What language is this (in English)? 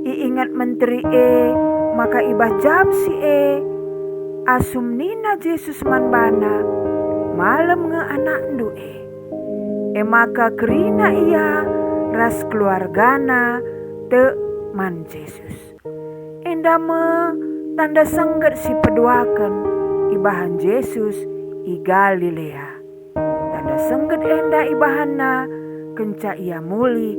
Batak Karo